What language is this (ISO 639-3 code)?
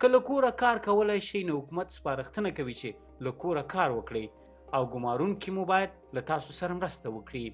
pus